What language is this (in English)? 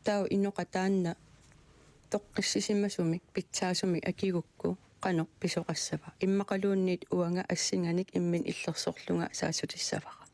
Kalaallisut